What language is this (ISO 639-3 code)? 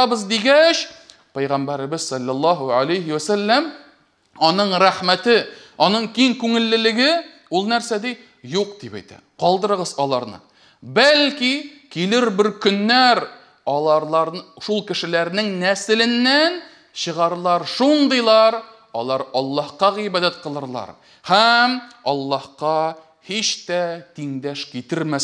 tat